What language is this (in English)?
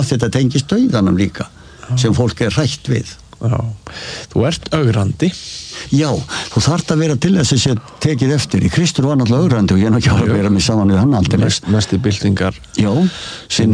Icelandic